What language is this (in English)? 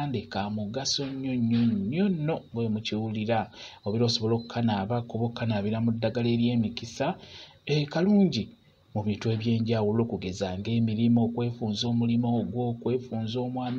Ganda